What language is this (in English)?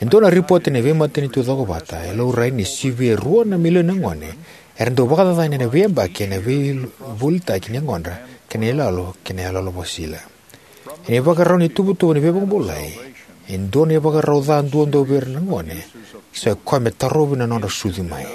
Fijian